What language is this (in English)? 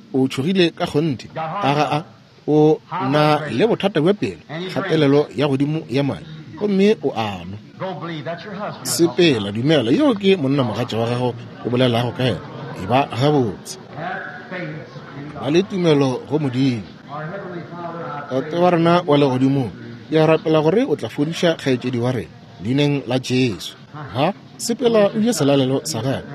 Northern Sotho